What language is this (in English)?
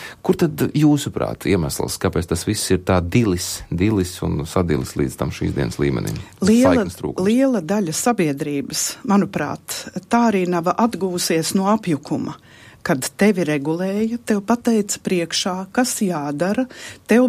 Latvian